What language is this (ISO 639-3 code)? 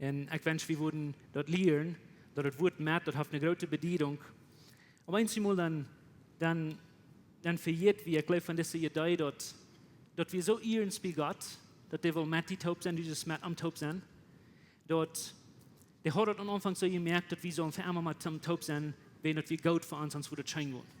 pdt